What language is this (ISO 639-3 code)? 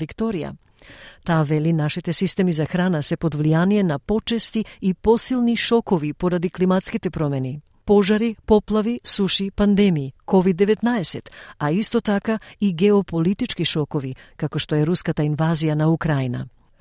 mkd